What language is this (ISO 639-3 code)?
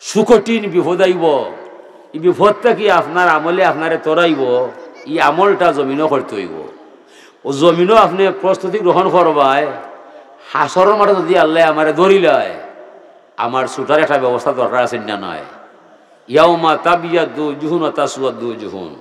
syl